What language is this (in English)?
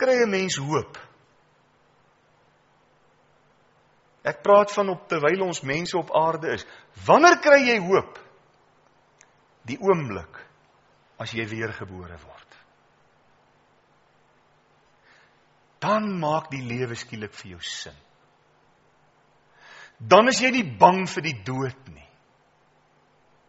Afrikaans